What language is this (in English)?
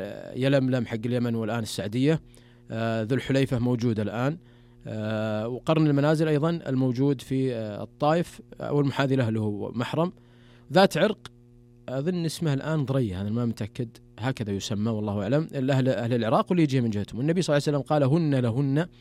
Najdi Arabic